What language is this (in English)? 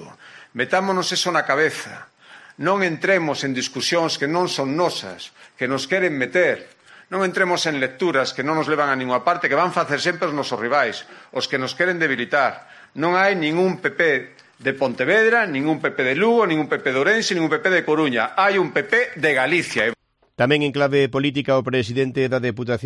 Galician